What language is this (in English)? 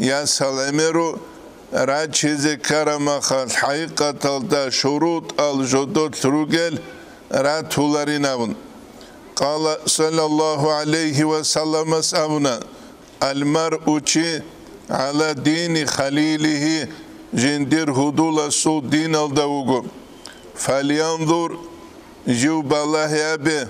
Avaric